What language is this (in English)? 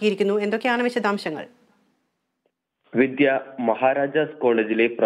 Malayalam